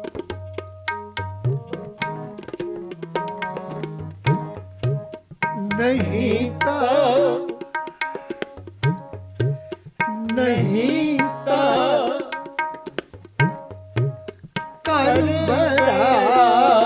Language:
Punjabi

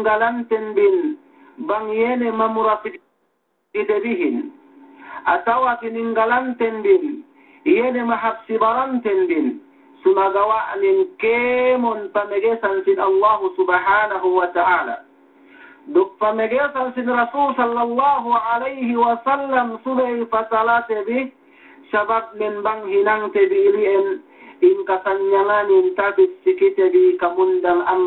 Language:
Yakan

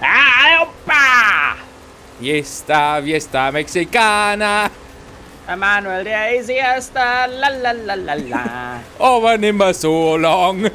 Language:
Bavarian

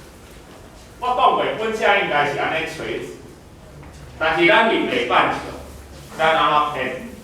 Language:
Min Nan Chinese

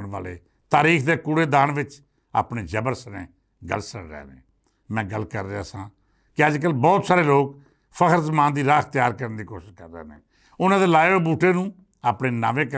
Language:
Western Panjabi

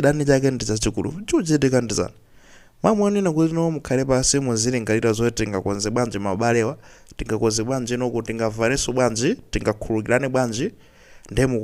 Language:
Nyanja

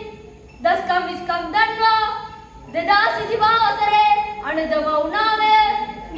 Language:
Sinhala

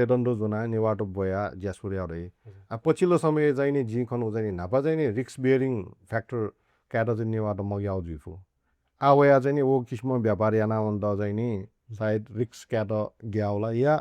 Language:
Newari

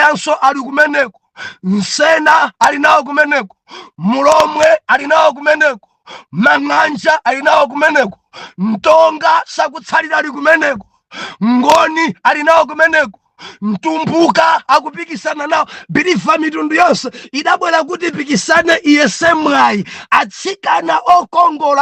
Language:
Nyanja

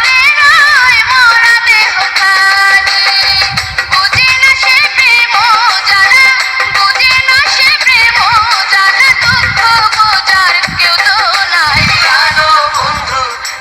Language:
Sylheti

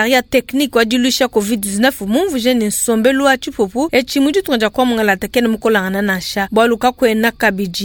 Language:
Luba-Lulua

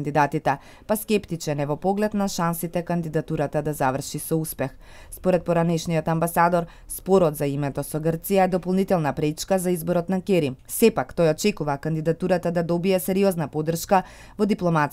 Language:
Macedonian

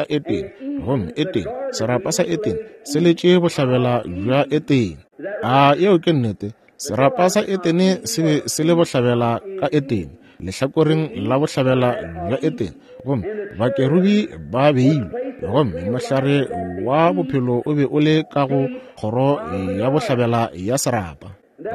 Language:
Northern Sotho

